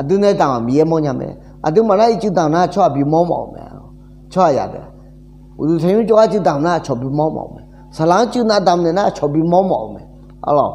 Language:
Akha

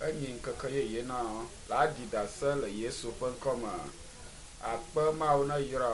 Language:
Ewe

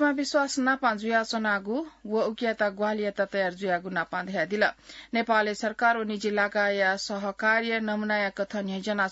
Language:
Newari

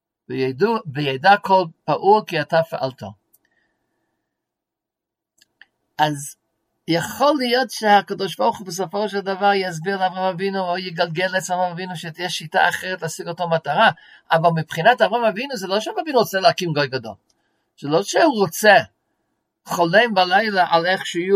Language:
Hebrew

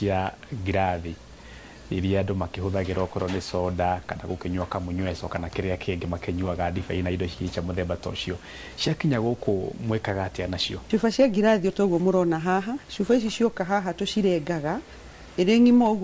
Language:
Kikuyu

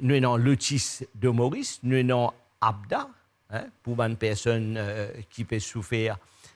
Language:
Morisyen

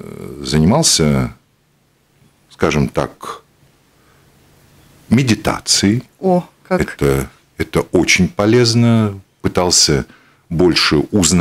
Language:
Russian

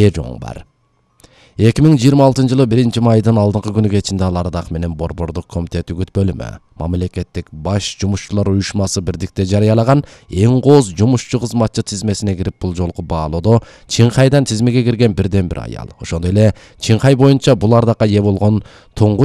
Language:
Kyrgyz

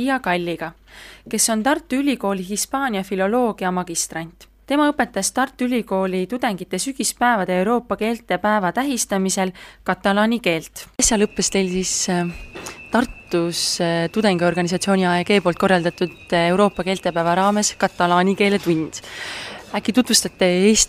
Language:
Estonian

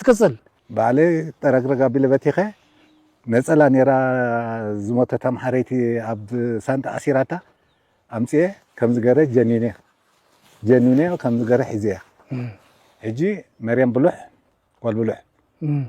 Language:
Tigrinya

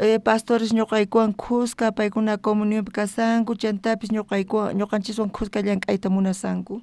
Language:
South Bolivian Quechua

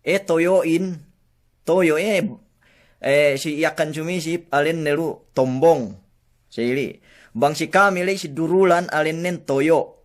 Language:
Yakan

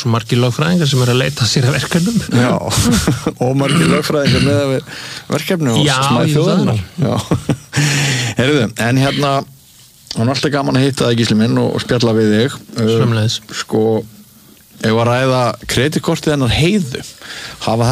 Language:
Icelandic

